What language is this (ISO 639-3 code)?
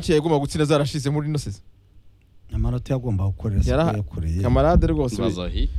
kin